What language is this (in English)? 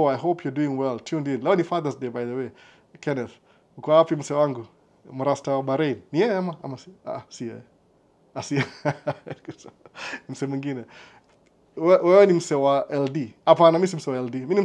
Swahili